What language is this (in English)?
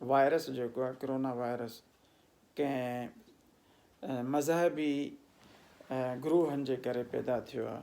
Sindhi